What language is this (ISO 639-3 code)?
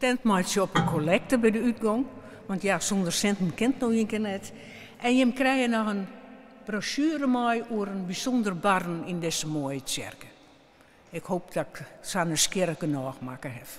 fry